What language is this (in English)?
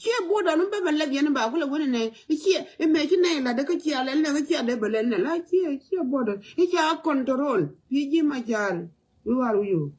Nuer